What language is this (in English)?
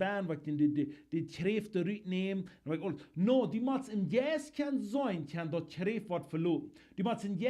Plautdietsch